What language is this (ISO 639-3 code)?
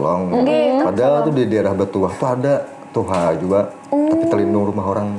bjn